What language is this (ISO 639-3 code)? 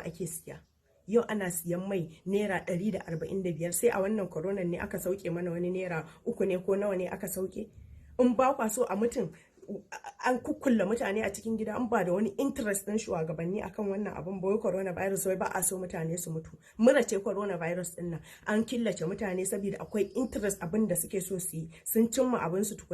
hau